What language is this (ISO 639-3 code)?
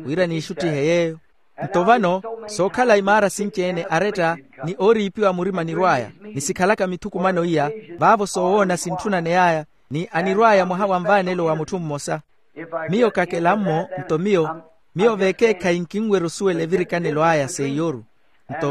vmw